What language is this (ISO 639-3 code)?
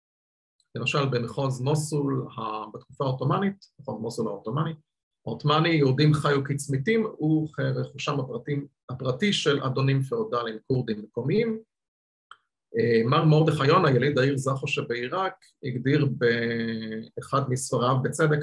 heb